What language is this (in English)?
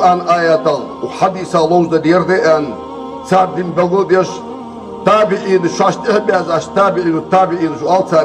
Ingush